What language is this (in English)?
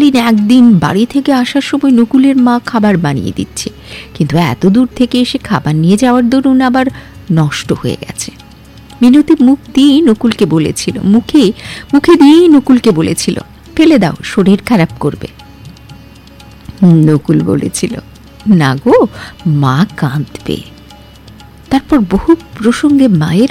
Bangla